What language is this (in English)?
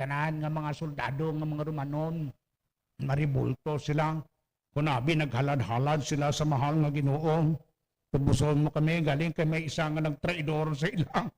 Hiligaynon